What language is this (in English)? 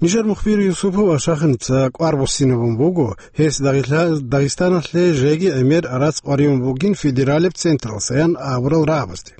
Avaric